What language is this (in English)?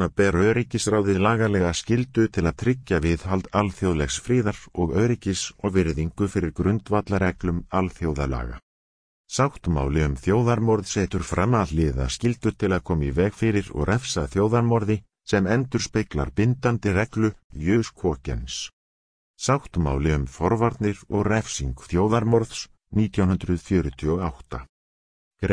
Icelandic